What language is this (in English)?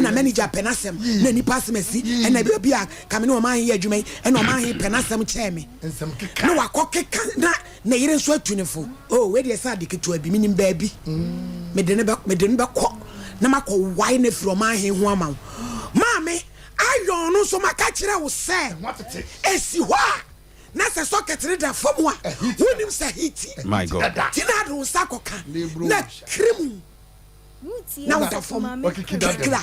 Akan